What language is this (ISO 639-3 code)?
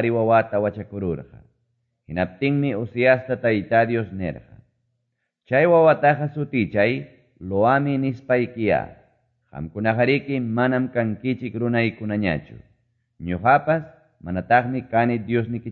que